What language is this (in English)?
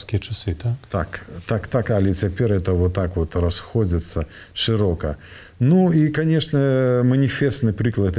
Belarusian